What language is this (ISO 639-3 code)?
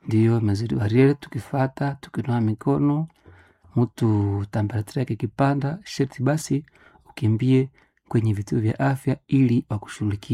swa